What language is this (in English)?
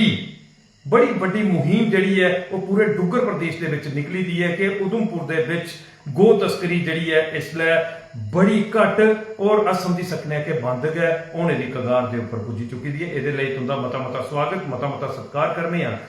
Dogri